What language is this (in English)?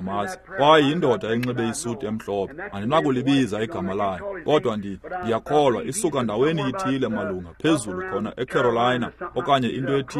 Xhosa